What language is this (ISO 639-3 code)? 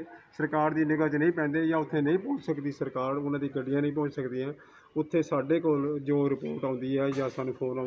pan